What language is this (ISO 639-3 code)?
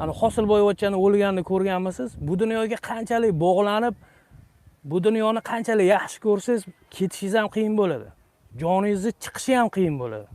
uzb